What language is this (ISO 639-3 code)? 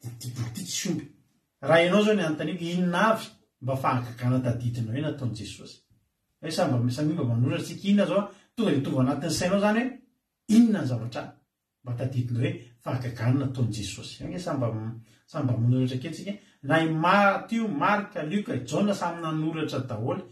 mlg